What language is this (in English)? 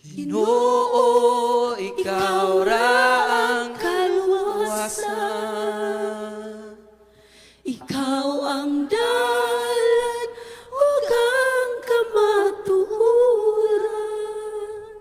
Cebuano